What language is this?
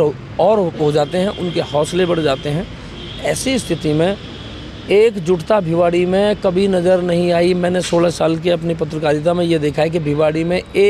Hindi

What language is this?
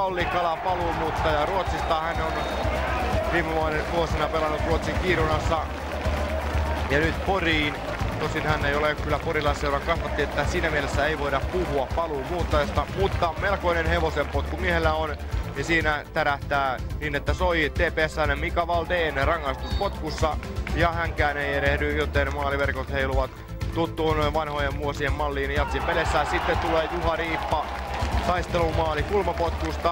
Finnish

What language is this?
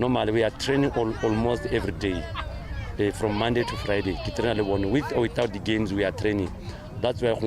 Tswana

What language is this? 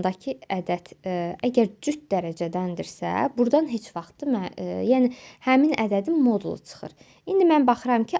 Azerbaijani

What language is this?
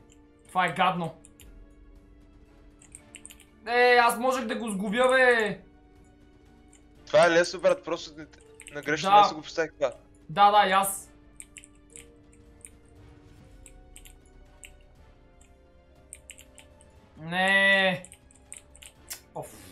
Bulgarian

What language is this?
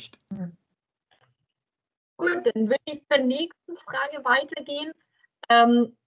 German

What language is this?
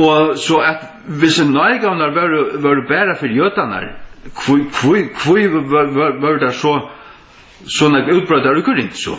Faroese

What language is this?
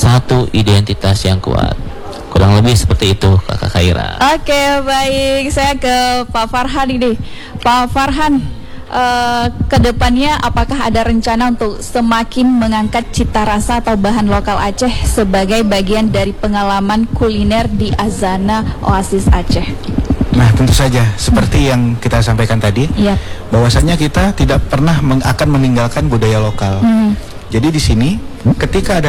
Indonesian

